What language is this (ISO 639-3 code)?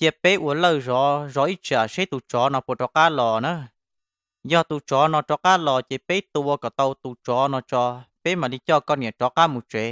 hmn